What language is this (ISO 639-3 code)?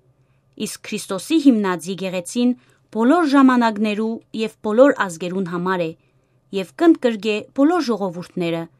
hyw